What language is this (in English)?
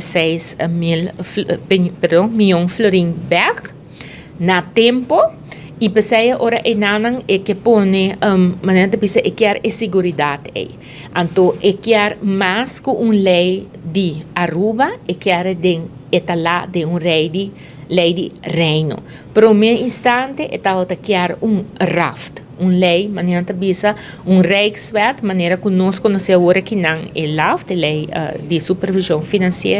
Papiamento